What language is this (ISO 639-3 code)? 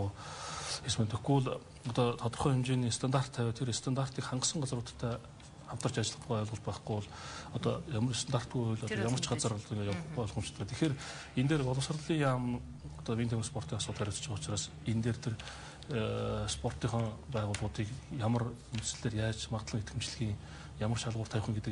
mon